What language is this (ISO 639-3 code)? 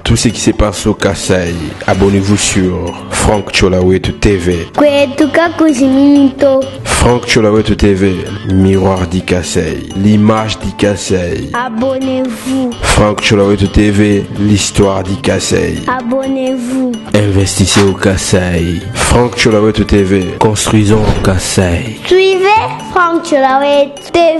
lua